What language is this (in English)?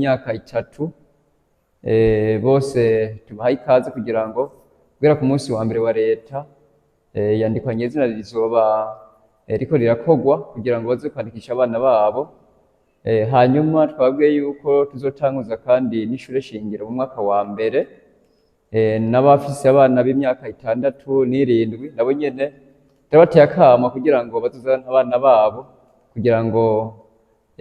Rundi